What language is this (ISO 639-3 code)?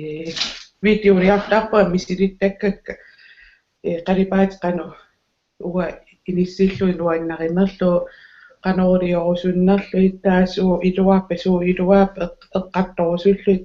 kal